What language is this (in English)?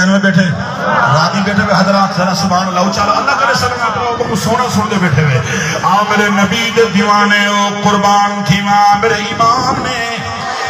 Saraiki